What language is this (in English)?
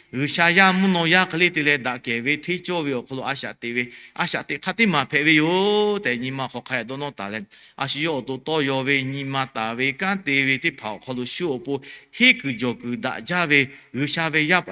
Lahu